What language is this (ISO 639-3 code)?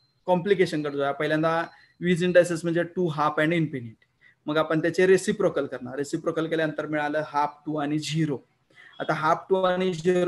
mar